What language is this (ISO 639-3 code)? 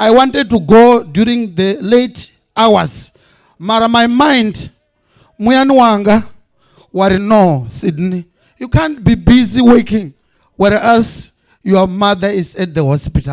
ven